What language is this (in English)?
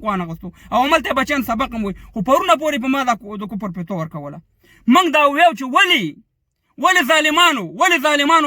Pashto